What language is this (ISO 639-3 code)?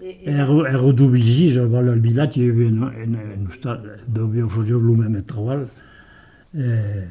oci